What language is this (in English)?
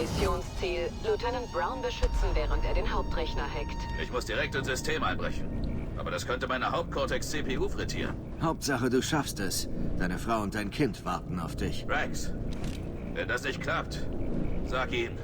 Bavarian